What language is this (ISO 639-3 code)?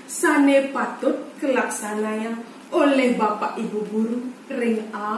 ban